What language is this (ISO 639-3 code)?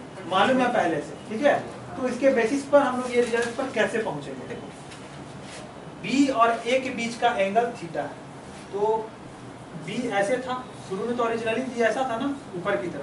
hin